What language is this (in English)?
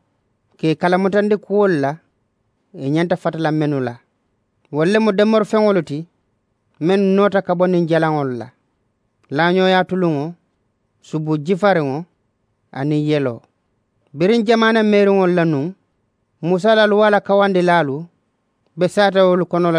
Mandingo